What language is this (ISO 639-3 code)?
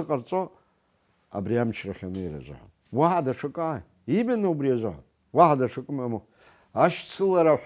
abk